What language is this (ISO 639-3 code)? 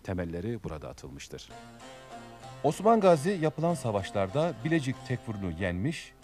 tur